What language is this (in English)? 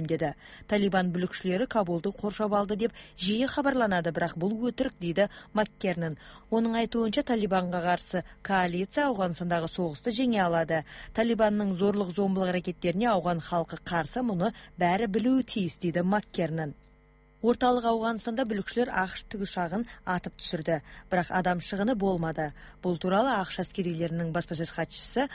Kyrgyz